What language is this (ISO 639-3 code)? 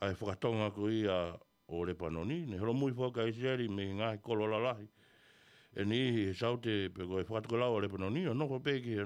ton